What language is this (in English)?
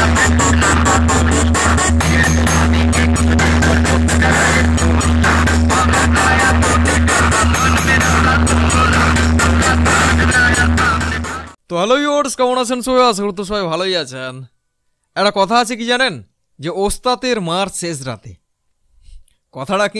Bangla